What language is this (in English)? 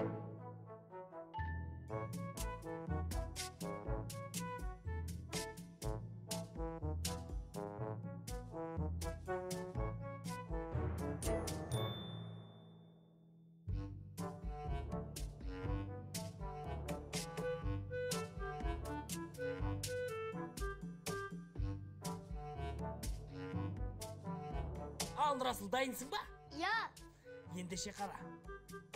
Kazakh